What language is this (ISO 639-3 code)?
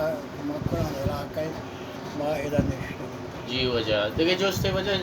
bal